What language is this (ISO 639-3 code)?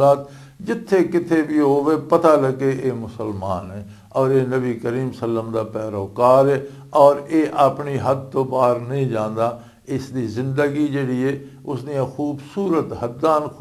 lah